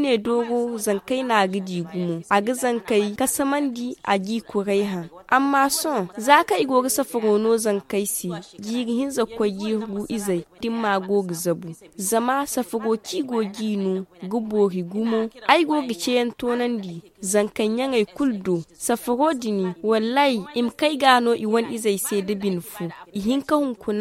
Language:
Zarma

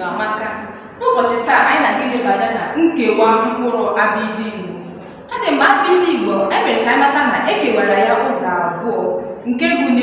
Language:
Igbo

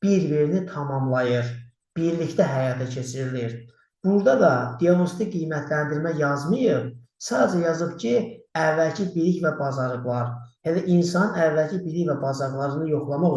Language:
Azerbaijani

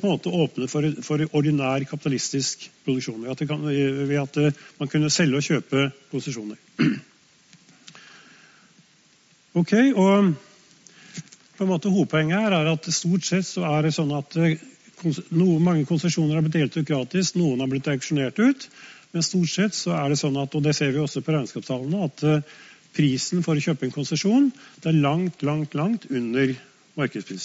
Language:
Norwegian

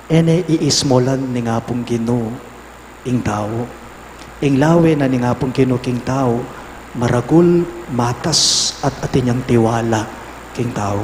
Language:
Pampanga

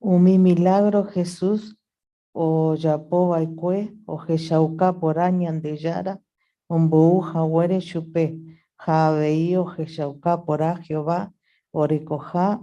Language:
Guarani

